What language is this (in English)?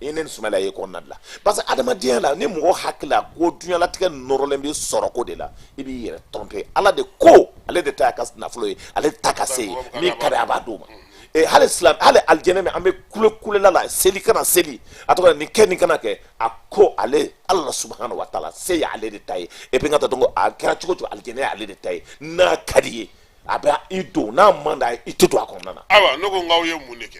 Bambara